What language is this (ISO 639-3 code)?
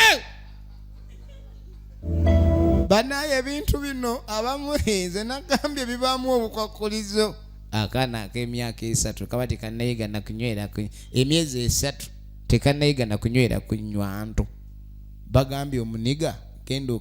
lug